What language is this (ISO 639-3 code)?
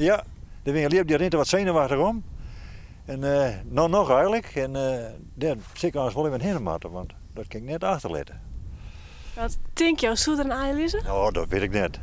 fry